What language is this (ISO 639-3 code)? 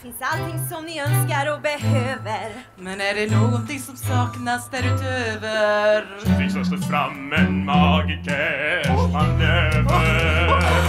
swe